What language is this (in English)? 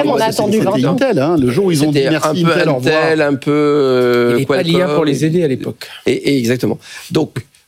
French